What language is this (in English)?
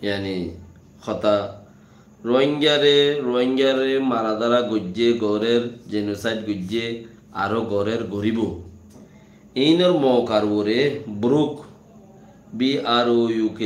Rohingya